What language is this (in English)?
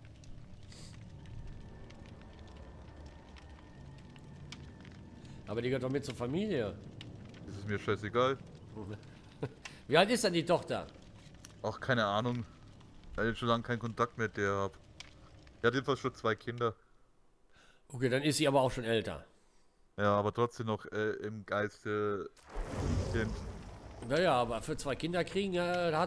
German